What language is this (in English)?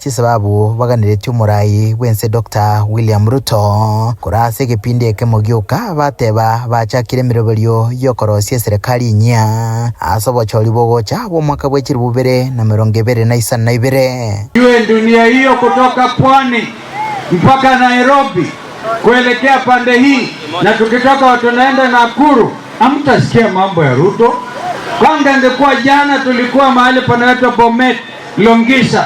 Gusii